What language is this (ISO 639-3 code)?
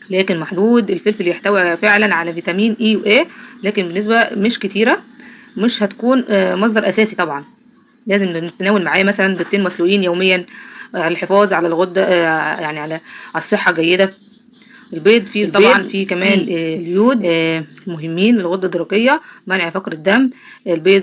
arz